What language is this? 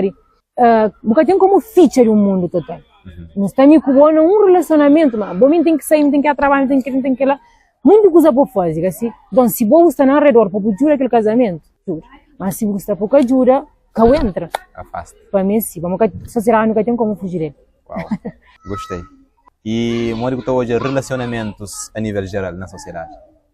Kabuverdianu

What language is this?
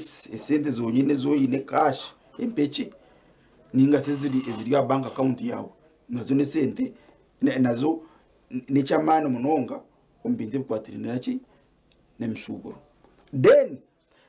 Nyankole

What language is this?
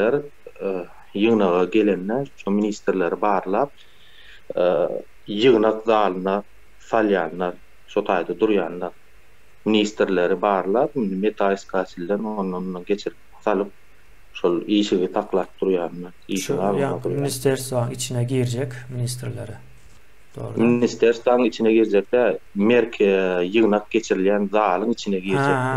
Turkmen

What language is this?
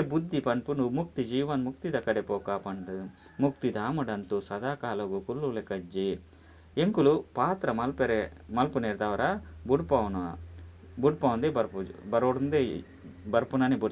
Tulu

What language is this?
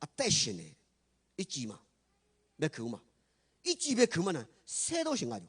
Lisu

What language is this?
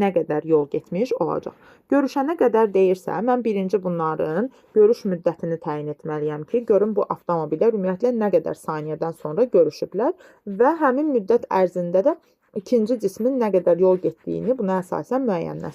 Azerbaijani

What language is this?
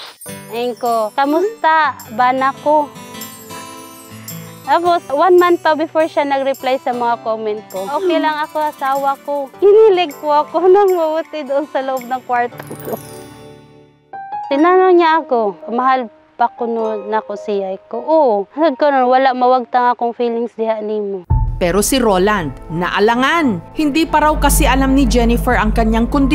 Filipino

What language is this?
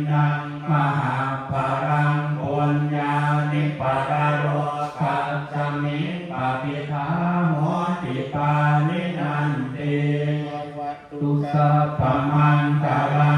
Pali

